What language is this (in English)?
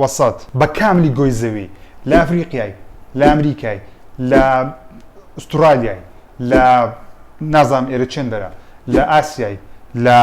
Central Kurdish